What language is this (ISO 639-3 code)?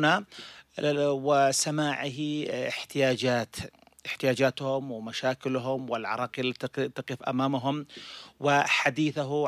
ara